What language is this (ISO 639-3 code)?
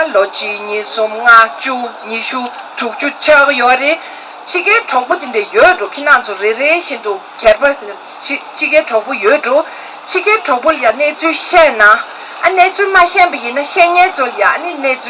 bod